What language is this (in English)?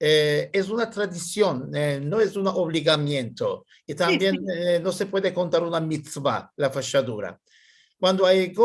Ladino